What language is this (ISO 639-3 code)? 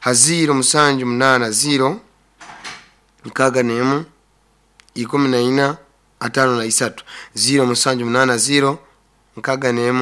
nyo